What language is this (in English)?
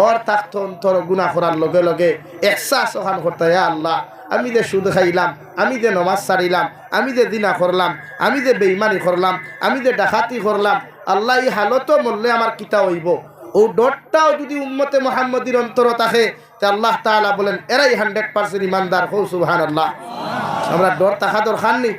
Sylheti